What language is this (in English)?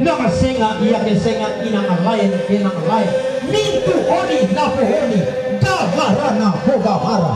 Toraja-Sa'dan